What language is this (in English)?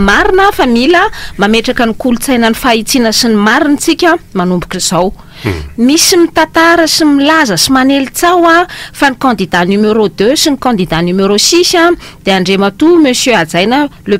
Malagasy